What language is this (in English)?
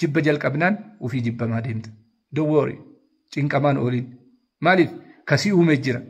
Oromo